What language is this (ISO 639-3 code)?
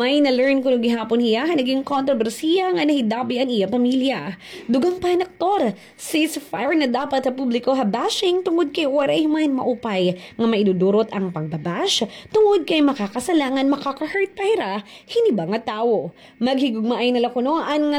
war